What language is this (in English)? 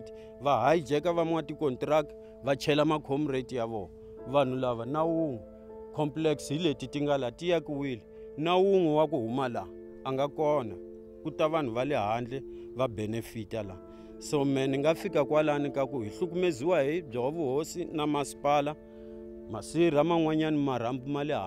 Tsonga